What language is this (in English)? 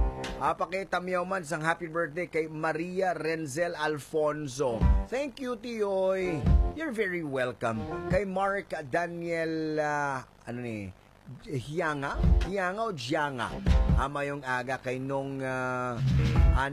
Hiligaynon